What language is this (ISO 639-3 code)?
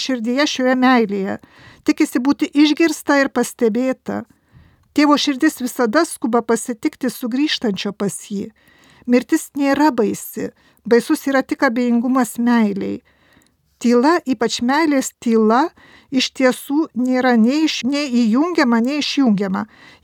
lit